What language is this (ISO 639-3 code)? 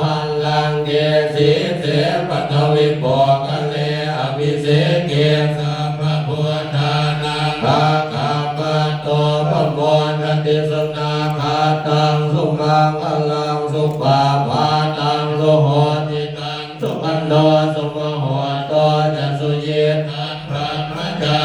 pli